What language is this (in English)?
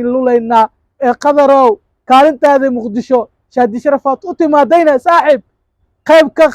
Somali